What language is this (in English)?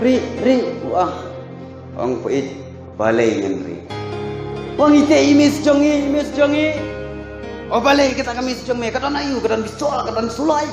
Khasi